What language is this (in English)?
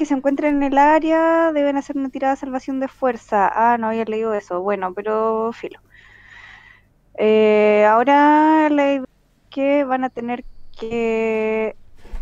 Spanish